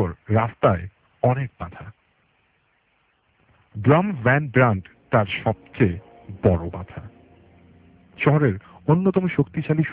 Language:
Bangla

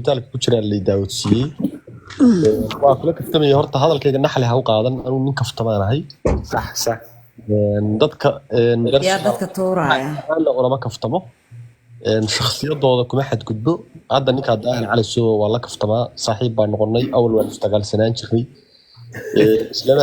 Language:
Somali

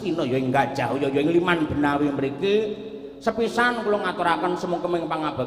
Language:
Javanese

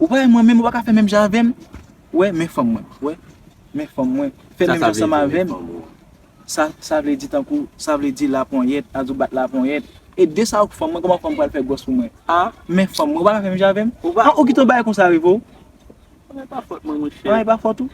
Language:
Haitian Creole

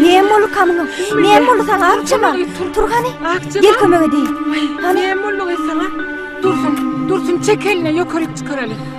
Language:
Turkmen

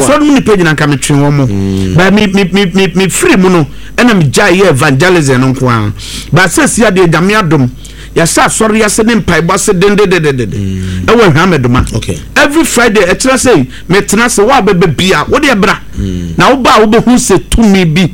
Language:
Akan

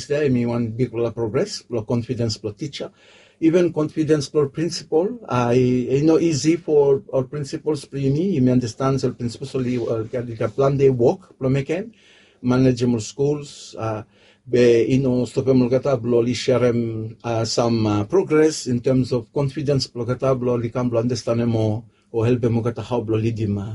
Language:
Bislama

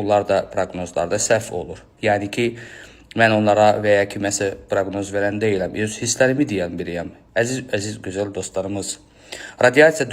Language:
Azerbaijani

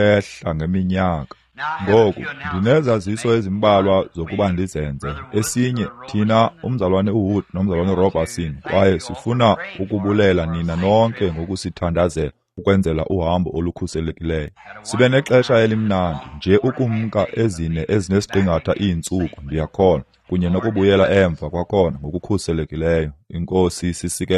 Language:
Xhosa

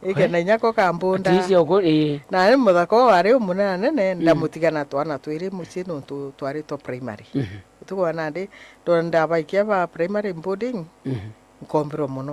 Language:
Meru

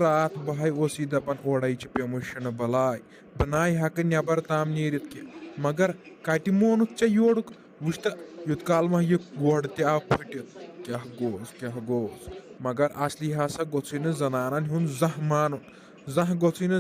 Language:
Kashmiri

